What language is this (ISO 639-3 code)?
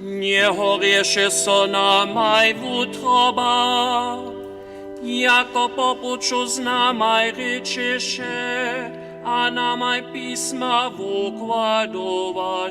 hsb